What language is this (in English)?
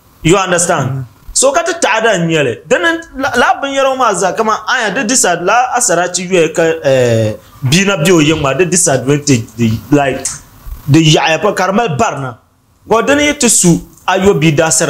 Dagbani